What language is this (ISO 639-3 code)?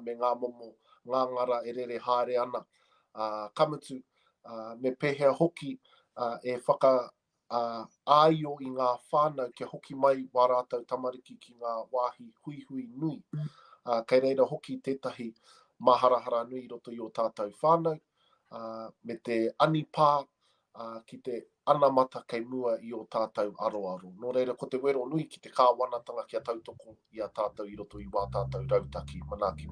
mri